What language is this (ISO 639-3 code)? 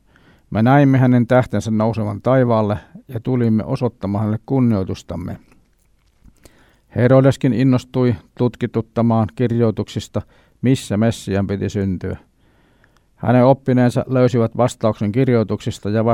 fin